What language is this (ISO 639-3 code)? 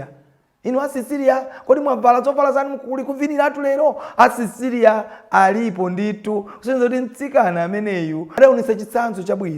nya